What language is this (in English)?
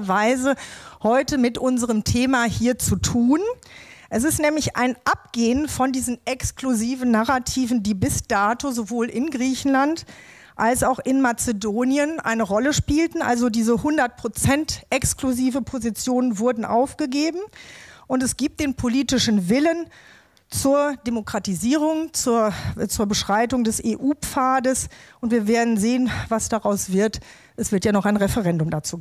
German